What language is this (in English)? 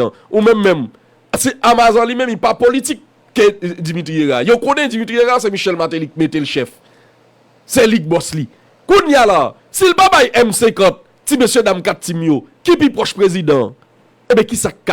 Haitian Creole